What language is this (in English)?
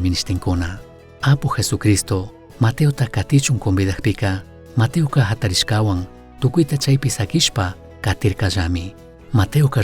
Chimborazo Highland Quichua